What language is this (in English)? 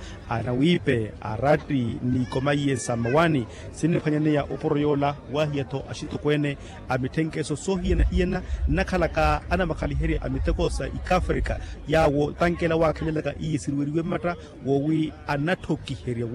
Makhuwa